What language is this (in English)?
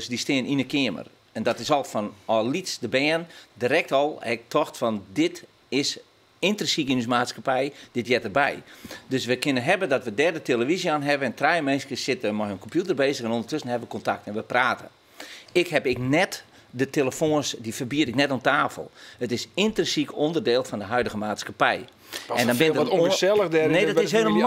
Western Frisian